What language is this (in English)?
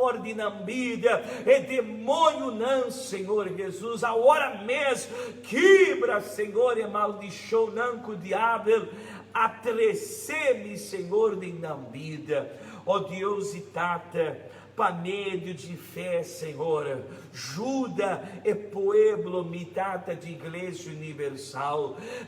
Papiamento